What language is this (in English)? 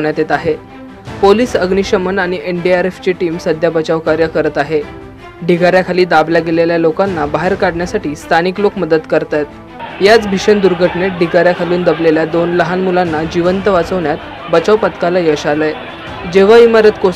Marathi